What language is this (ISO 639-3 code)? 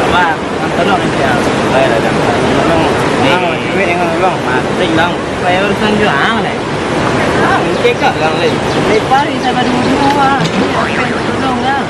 min